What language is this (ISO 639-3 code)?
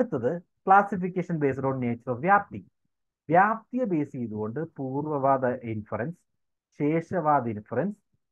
mal